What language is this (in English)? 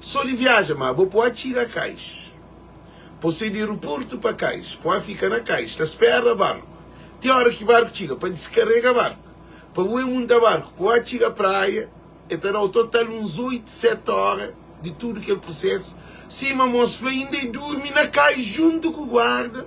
Kabuverdianu